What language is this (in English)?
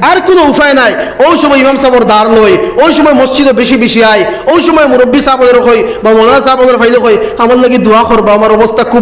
Sylheti